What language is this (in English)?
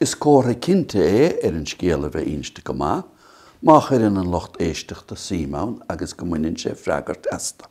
Irish